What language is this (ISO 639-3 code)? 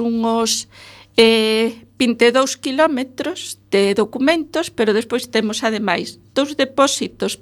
glg